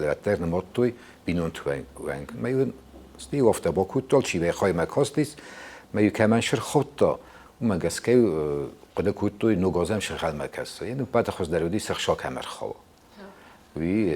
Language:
Ossetic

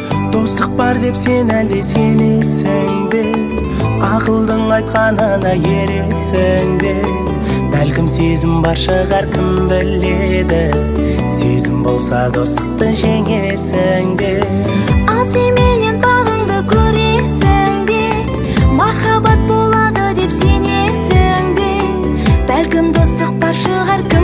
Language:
Kazakh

